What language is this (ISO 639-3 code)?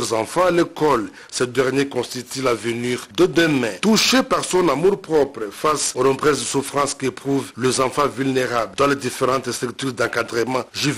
fra